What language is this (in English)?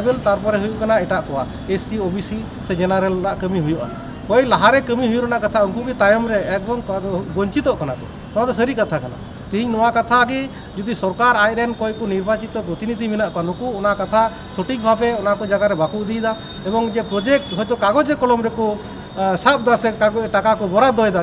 Santali